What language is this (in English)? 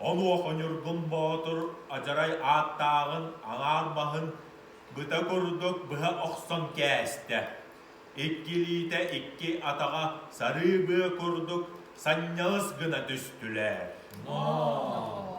Yakut